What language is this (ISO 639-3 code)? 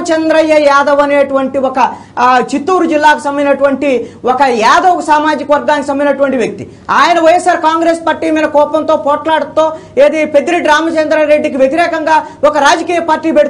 tel